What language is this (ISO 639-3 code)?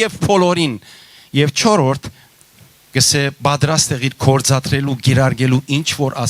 hyw